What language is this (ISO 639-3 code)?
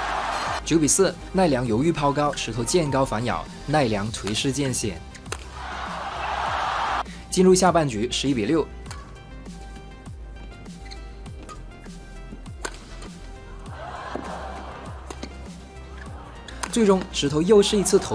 zho